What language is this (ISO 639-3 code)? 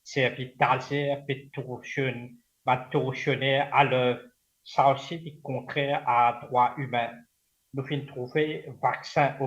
mfe